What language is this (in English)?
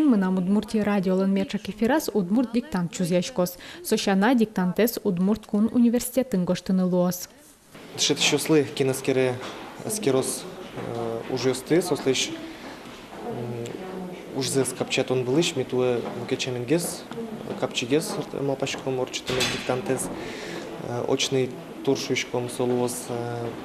Udmurt